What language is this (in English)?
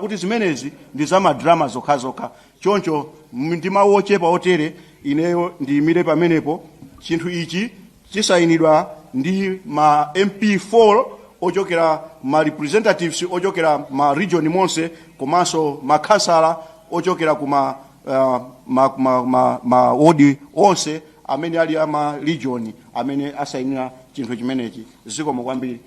Nyanja